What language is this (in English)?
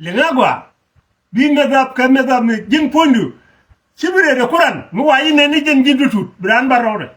Nuer